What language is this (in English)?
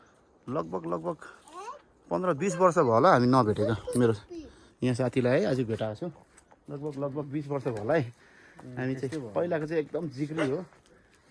Nepali